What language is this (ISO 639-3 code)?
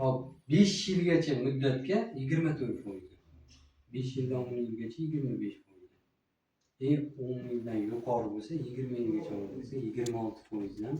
uzb